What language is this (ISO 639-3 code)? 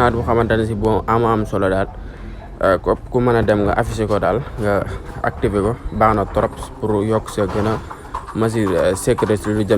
wol